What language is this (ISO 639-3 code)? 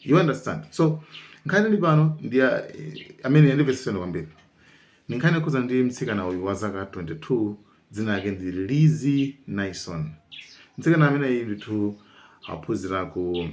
nya